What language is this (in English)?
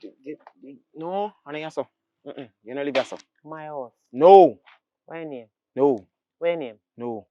Jamaican Creole English